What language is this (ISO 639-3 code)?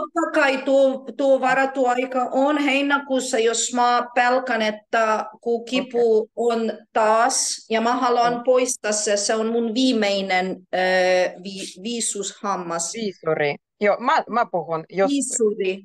fin